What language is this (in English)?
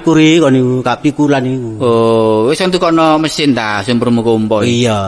Javanese